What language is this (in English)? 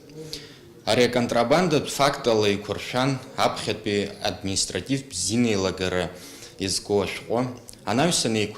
Abkhazian